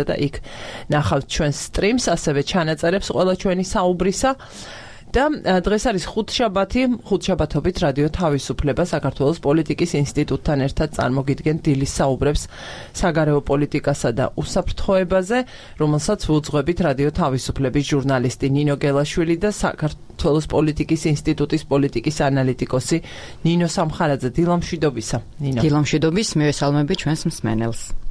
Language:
Georgian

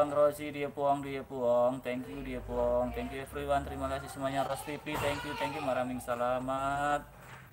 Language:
Indonesian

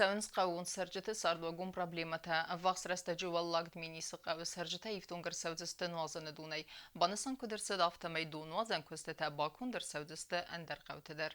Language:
Ossetic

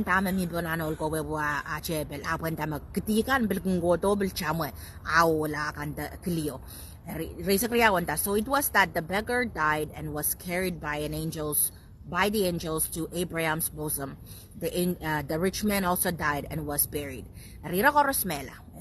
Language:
Pohnpeian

